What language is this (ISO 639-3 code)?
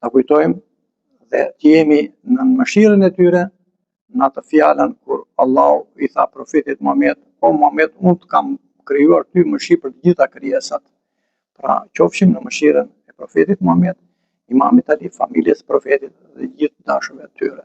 sqi